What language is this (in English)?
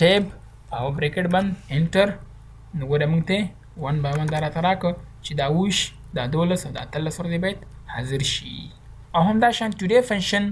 Pashto